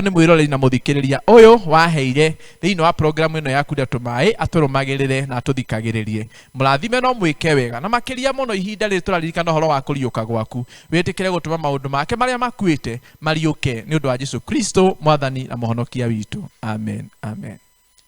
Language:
Kikuyu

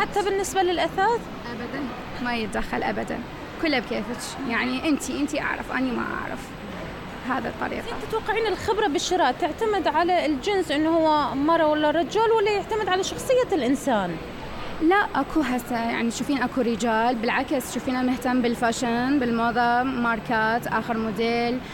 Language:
Mesopotamian Arabic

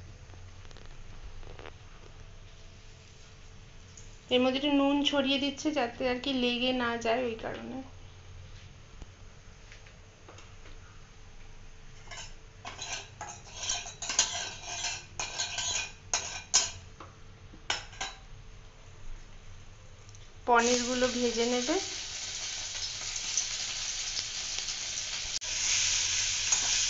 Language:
Bangla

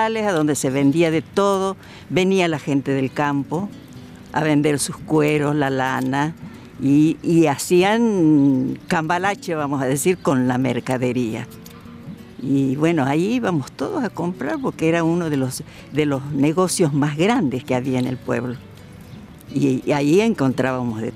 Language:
Spanish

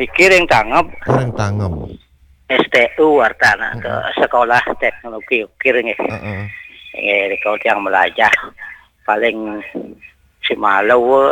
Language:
Balinese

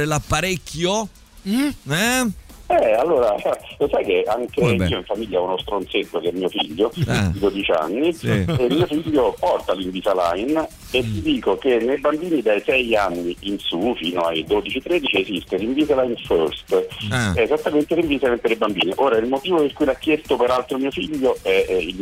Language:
Italian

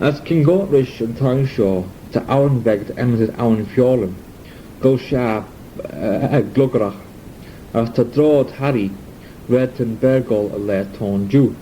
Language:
Manx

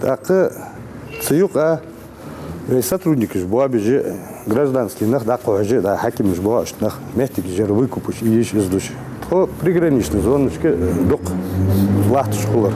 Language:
Ingush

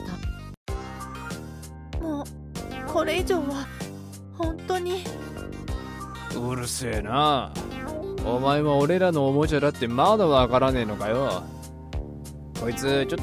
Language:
Japanese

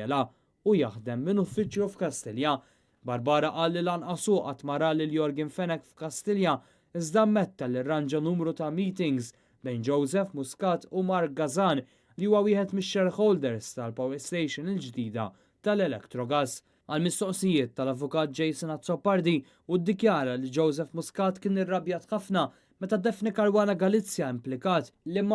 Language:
Maltese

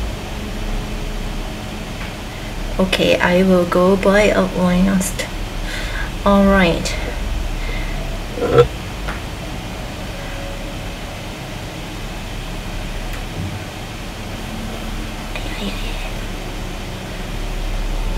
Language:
English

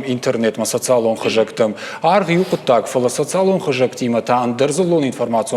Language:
Ossetic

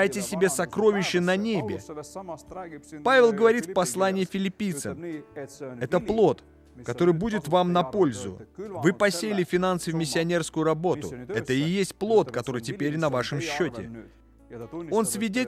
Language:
Russian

